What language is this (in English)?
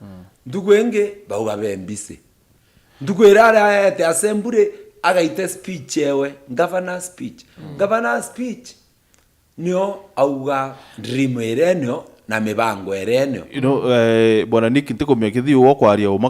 Meru